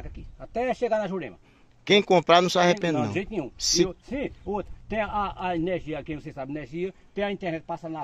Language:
Portuguese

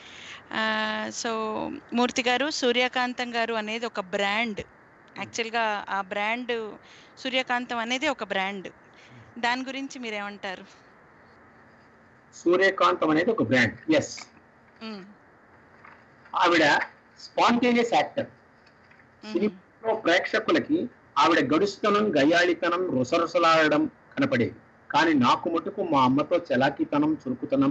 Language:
Telugu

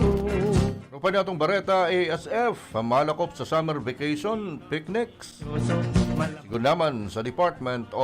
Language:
Bikol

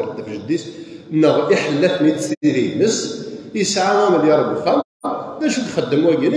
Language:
Kabyle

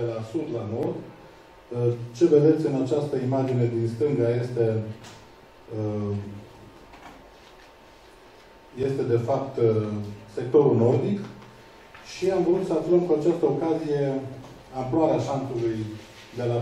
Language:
Romanian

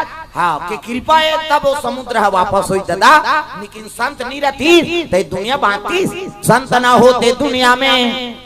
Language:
Chhattisgarhi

